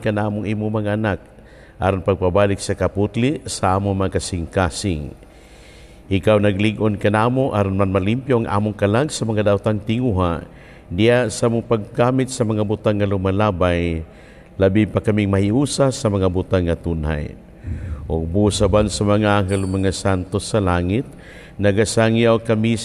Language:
Cebuano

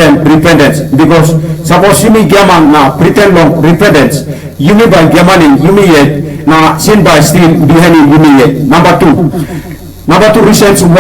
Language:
Tok Pisin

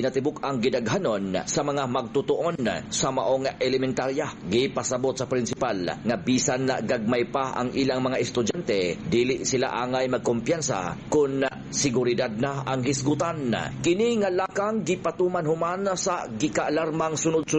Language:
Cebuano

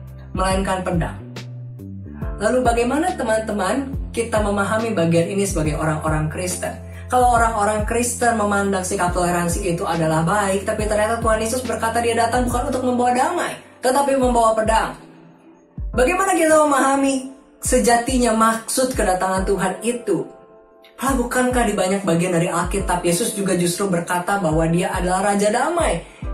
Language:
Indonesian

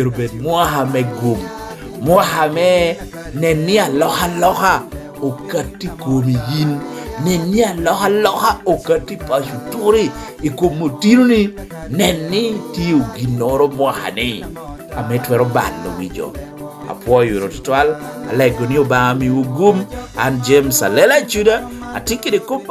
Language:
Lango (Uganda)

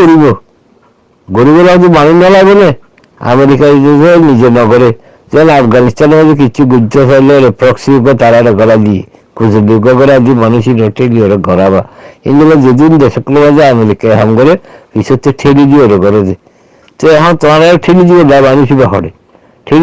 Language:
Rohingya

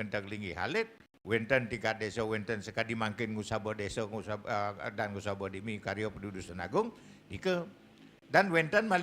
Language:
Balinese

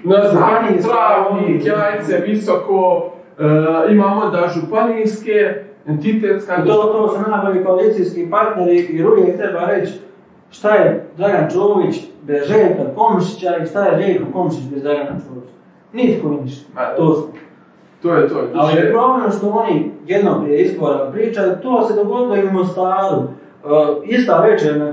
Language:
Croatian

